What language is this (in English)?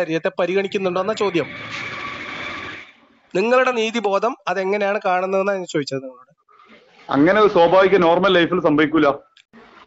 Malayalam